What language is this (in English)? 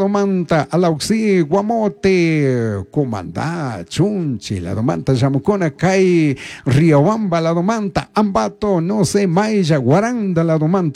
Chimborazo Highland Quichua